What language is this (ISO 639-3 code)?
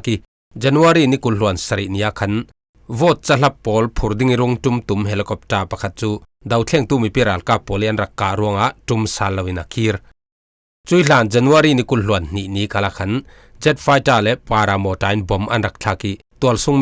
cfm